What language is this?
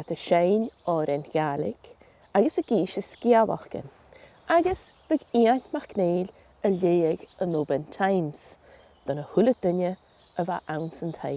Scottish Gaelic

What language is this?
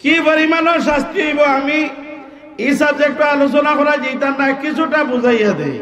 Sylheti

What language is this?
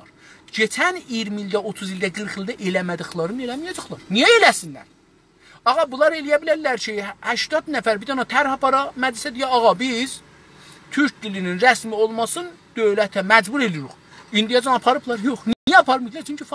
South Azerbaijani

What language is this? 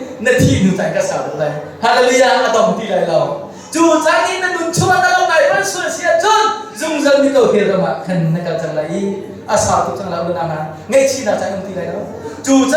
Hakha Chin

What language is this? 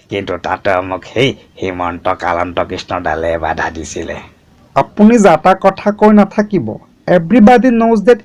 Assamese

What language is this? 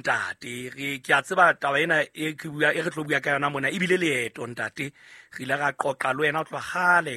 Southern Sotho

